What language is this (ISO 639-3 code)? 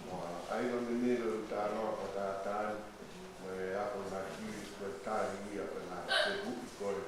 ton